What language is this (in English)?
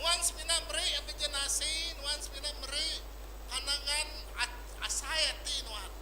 Iban